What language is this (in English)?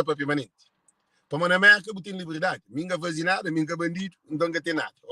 Kabuverdianu